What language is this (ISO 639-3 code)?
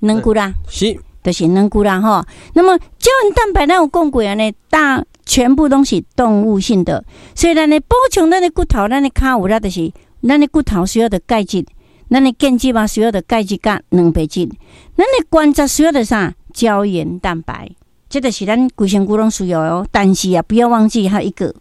nan